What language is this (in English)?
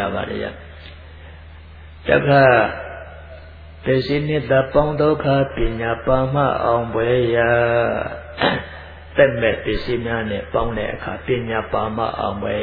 Burmese